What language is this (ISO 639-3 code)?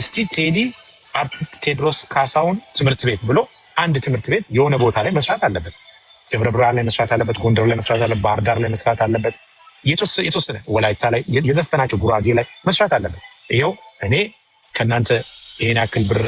amh